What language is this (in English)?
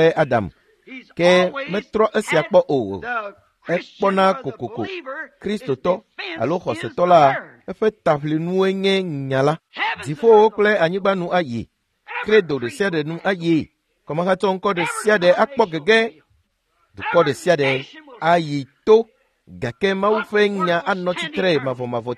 Ewe